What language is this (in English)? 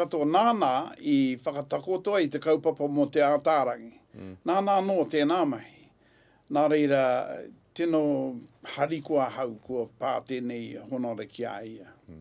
Māori